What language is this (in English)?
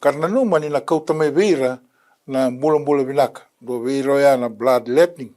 Fijian